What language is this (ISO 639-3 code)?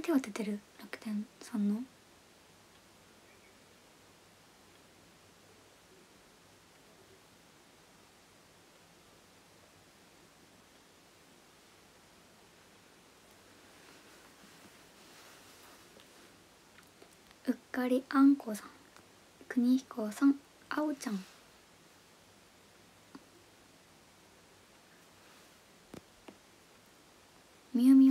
jpn